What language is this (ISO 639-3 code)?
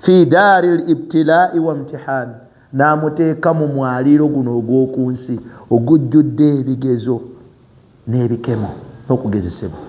lug